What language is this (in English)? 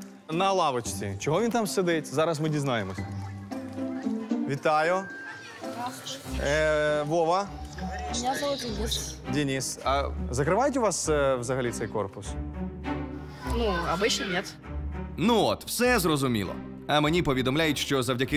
Ukrainian